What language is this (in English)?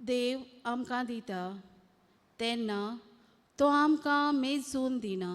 Konkani